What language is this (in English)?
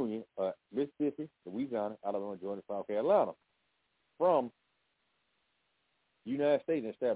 English